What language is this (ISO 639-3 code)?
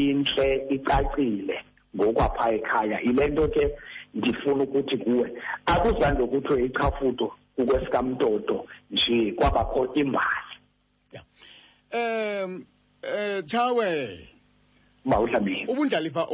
xho